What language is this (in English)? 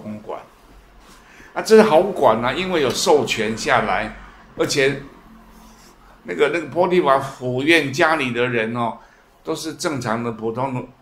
Chinese